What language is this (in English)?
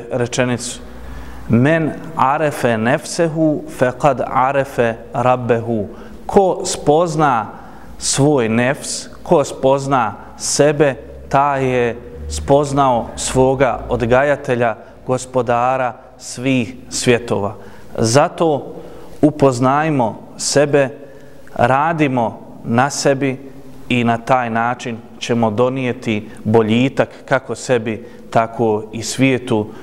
Bosnian